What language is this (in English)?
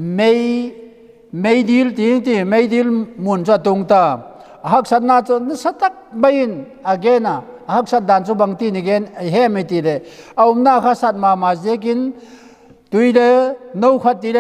Vaiphei